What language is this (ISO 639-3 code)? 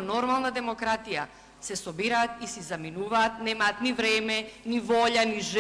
mkd